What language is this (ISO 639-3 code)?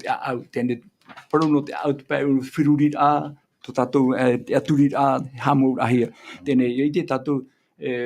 tah